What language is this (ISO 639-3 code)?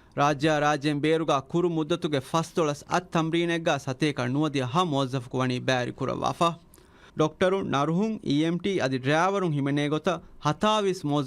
div